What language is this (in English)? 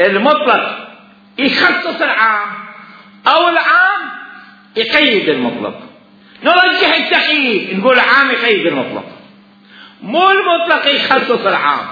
Mesopotamian Arabic